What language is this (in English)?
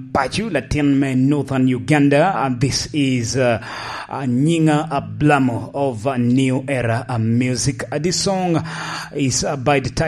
Lango (Uganda)